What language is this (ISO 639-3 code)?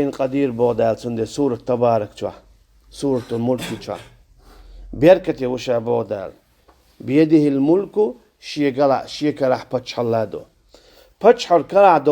che